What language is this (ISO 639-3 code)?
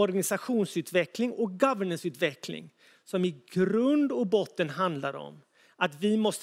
swe